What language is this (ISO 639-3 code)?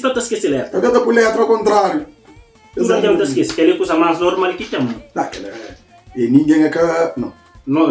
kea